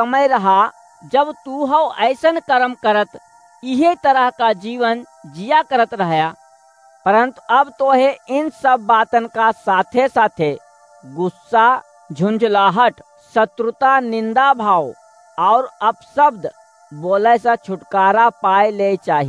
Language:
Awadhi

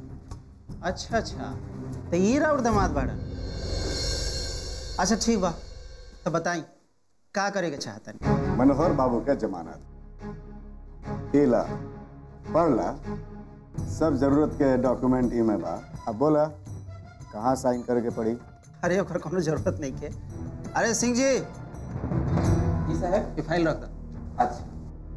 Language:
Bhojpuri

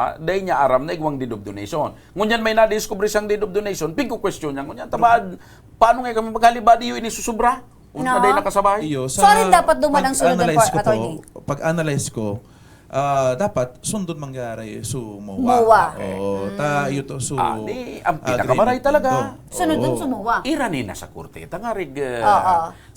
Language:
Bikol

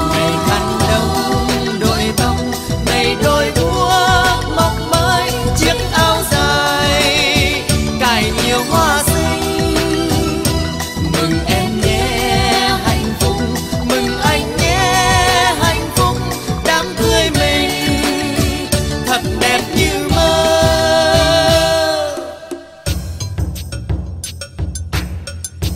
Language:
Vietnamese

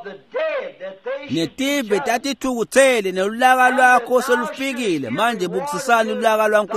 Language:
Swati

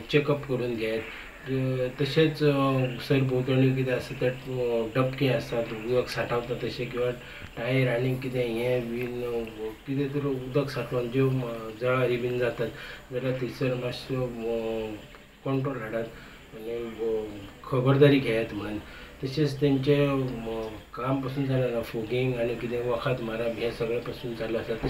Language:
Konkani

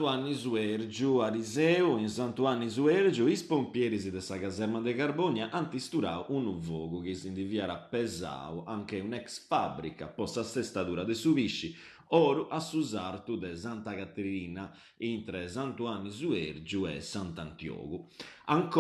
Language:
Sardinian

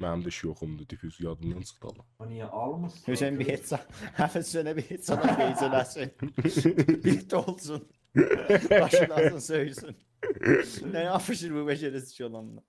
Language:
South Azerbaijani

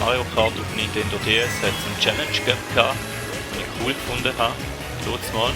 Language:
Swiss German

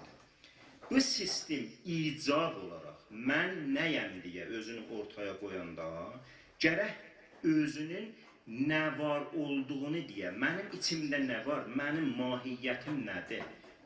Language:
South Azerbaijani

